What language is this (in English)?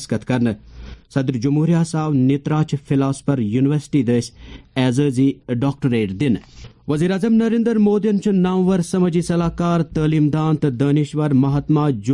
Kashmiri